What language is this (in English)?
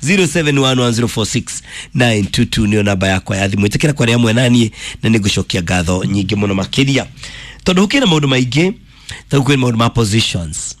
Kikuyu